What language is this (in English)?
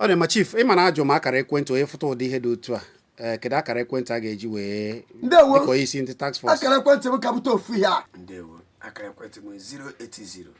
Igbo